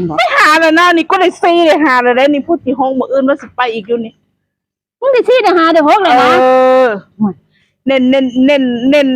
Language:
Northeastern Thai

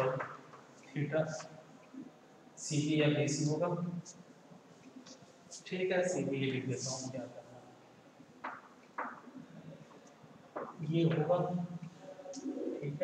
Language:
Hindi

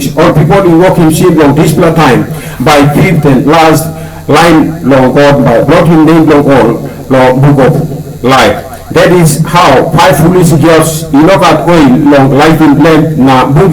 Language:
Tok Pisin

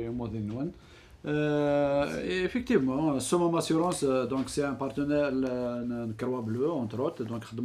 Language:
Kabyle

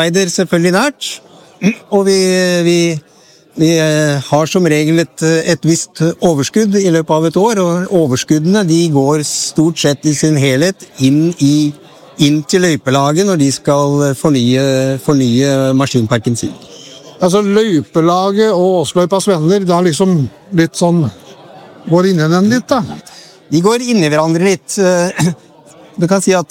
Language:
Norwegian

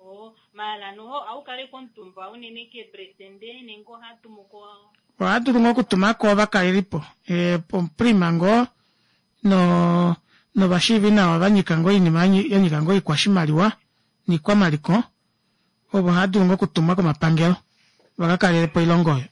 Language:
Kuanyama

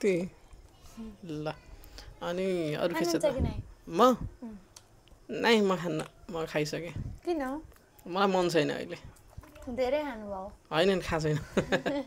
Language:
Nepali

